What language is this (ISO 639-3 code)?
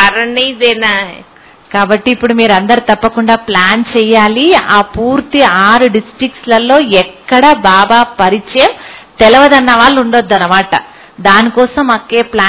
tel